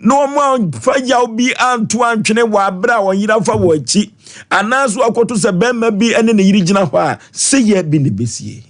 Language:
Akan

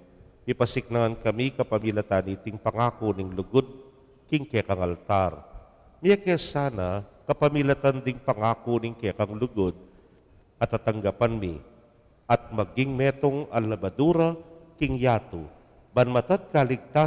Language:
Pampanga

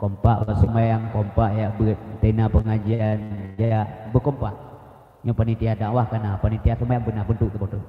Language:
Achinese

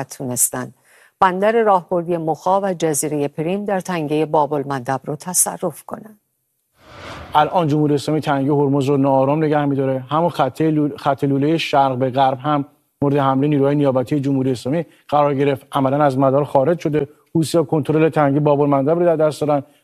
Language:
Persian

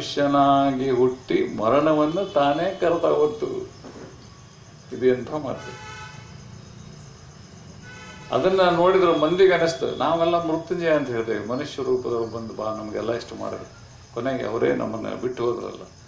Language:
Kannada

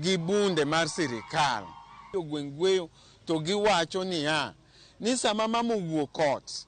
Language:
Luo (Kenya and Tanzania)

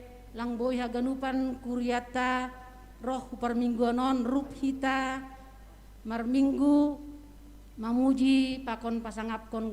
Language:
Batak Simalungun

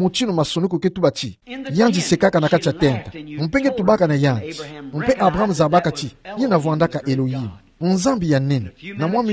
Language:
Kituba (Democratic Republic of Congo)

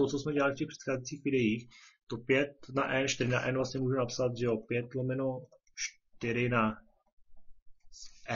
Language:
Czech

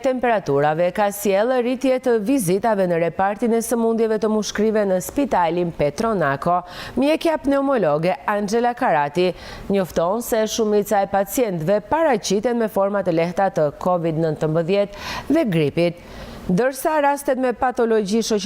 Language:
Albanian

